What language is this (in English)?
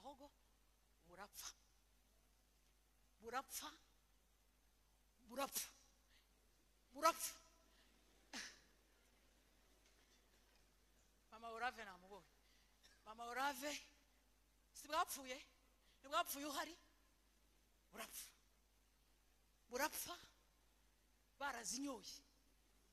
Kinyarwanda